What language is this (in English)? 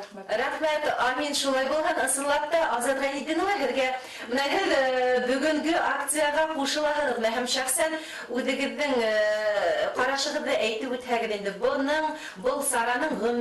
Bashkir